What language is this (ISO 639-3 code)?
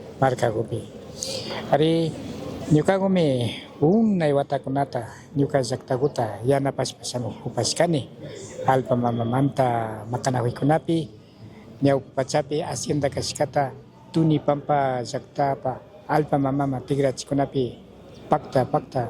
qug